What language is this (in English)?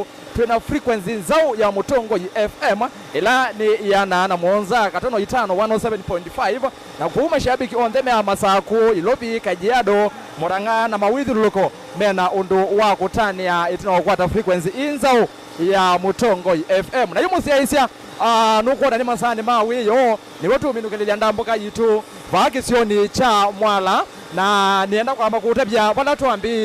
Kamba